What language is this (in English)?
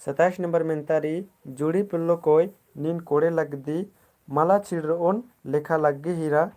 Kurukh